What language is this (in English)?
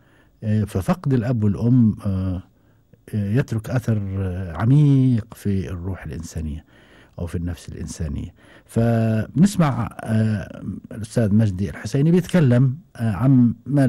Gulf Arabic